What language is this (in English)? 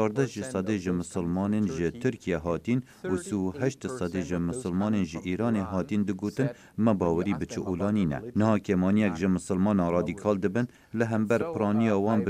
Kurdish